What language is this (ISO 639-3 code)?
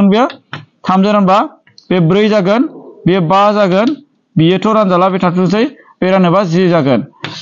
brx